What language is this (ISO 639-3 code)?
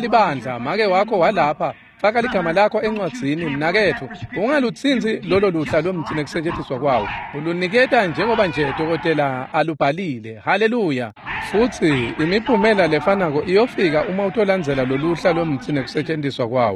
ssw